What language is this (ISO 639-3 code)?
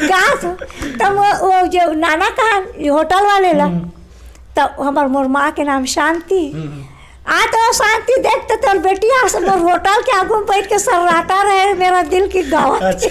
hne